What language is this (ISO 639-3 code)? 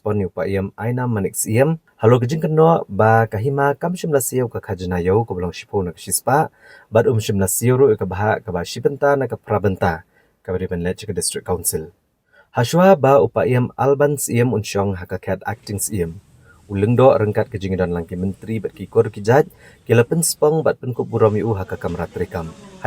kha